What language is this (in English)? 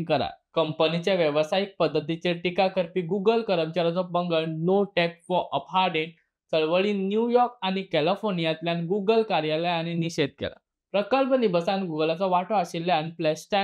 Konkani